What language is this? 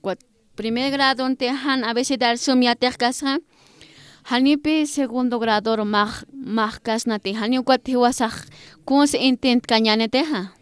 Aymara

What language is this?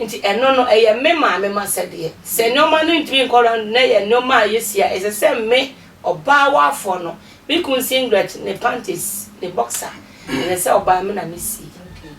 Akan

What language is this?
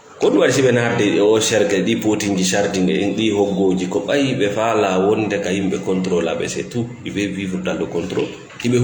Fula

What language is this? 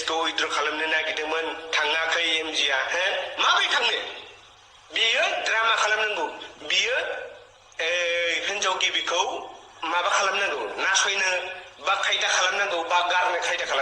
Bodo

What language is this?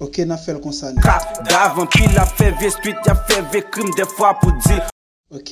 Haitian Creole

